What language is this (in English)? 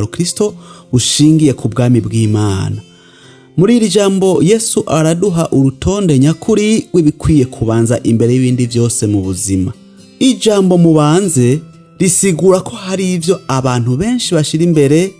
Rundi